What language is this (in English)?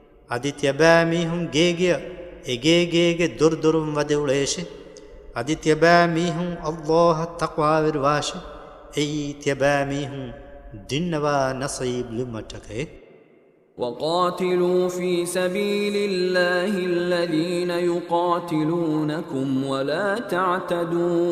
Divehi